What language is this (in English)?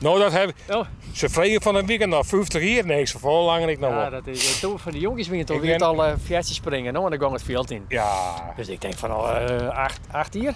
Western Frisian